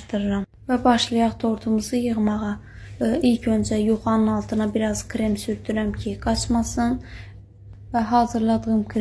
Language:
Azerbaijani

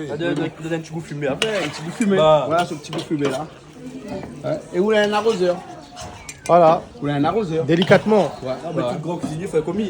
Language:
Réunion Creole French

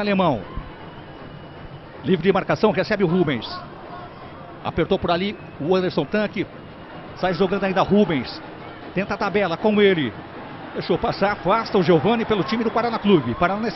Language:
Portuguese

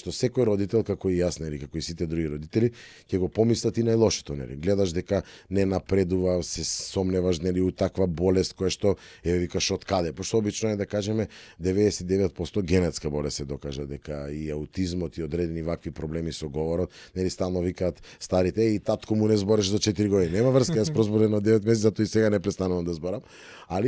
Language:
Macedonian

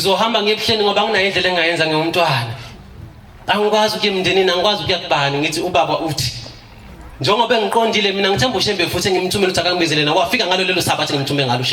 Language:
Zulu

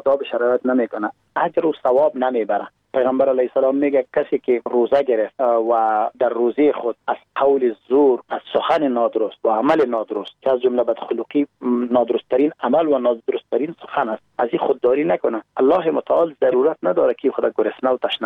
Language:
Persian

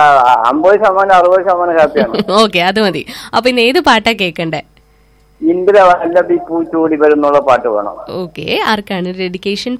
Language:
Malayalam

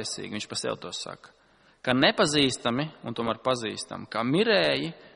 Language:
Latvian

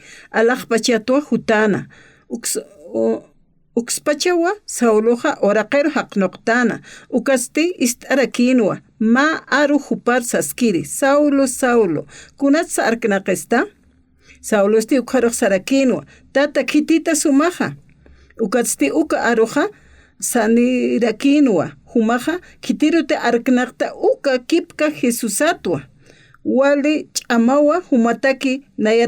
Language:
Aymara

